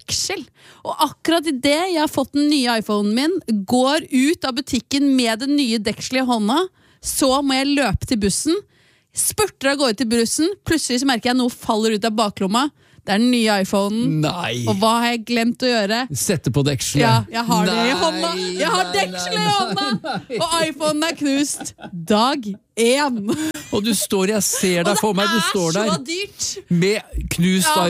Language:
Norwegian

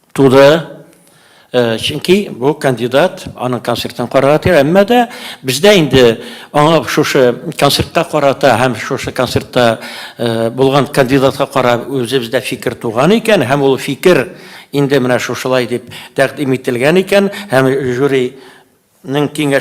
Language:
Tatar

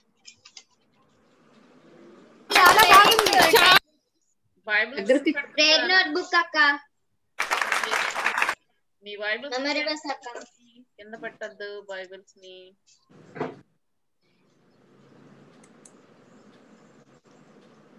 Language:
Telugu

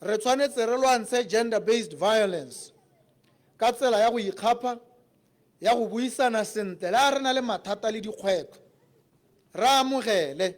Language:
Tswana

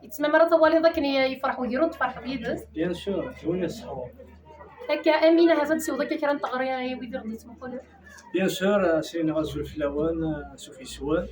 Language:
Kabyle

